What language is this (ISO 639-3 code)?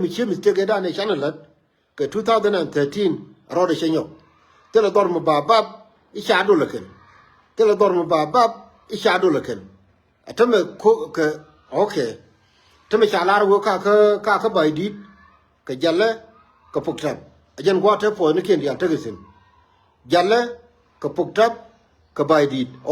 nus